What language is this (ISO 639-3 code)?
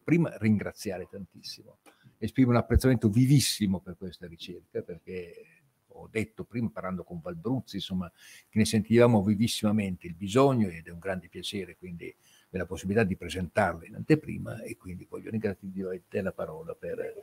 ita